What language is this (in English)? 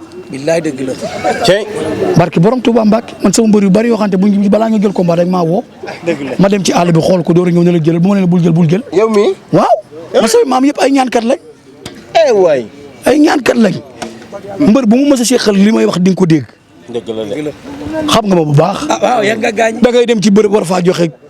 Wolof